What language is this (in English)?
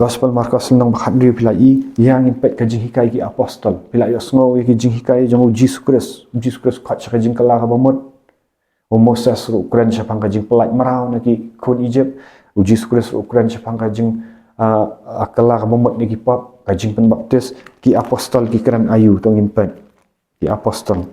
Khasi